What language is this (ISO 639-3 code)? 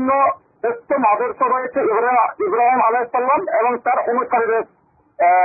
ben